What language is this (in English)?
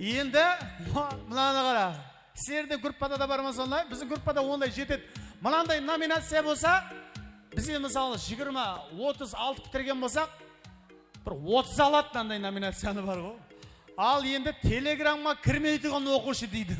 Kara-Kalpak